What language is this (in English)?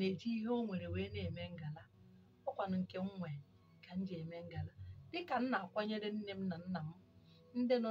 Igbo